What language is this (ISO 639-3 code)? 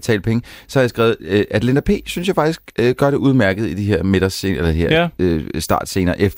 dan